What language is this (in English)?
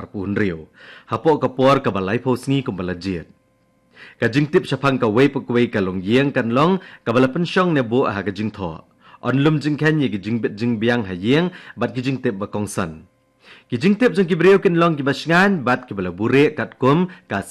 Khasi